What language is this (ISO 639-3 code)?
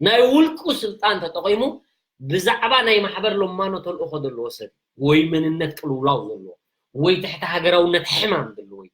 tir